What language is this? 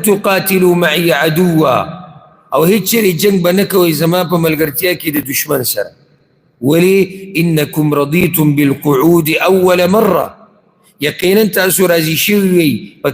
Pashto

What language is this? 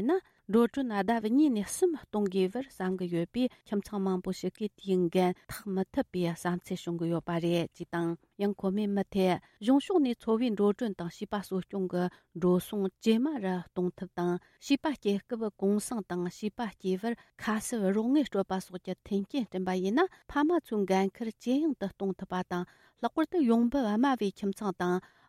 Tibetan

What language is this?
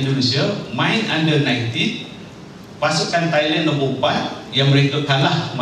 Malay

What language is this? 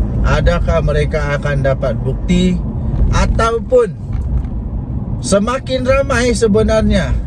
Malay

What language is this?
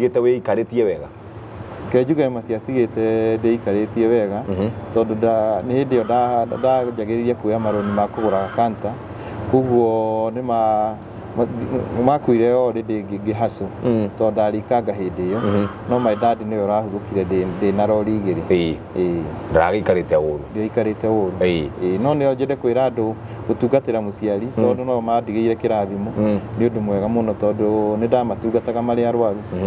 Kikuyu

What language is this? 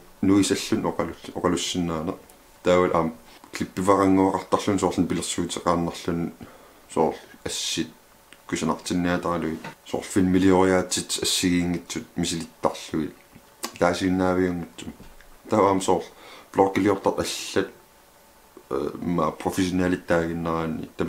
Kalaallisut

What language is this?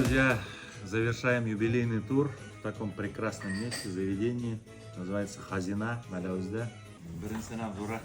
Bashkir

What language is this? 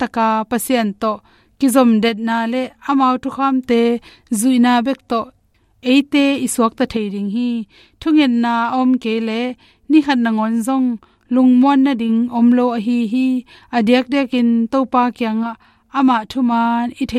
Tedim Chin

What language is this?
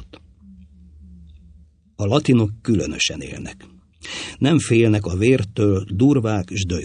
Hungarian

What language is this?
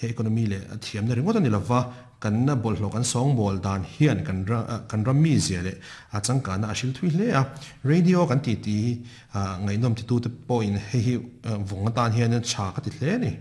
Mizo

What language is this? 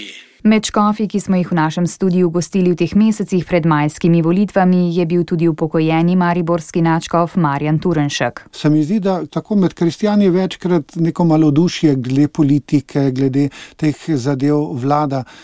Slovenian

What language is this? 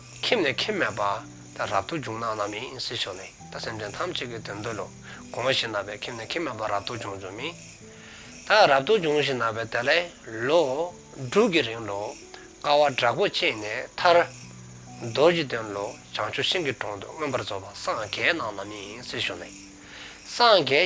Dzongkha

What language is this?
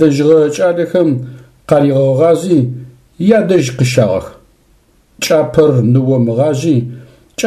Adyghe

